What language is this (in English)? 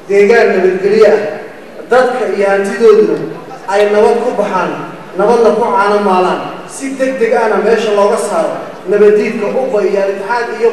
Somali